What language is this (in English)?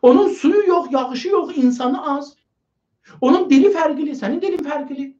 South Azerbaijani